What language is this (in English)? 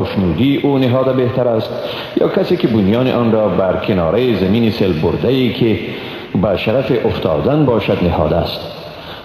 Persian